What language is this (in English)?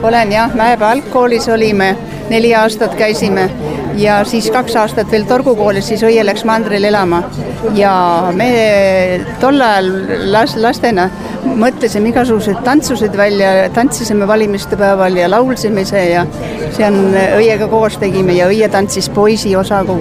Estonian